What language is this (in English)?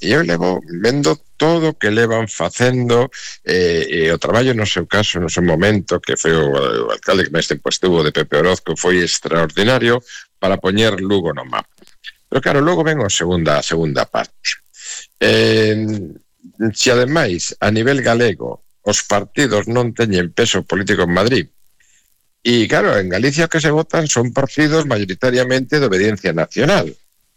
Galician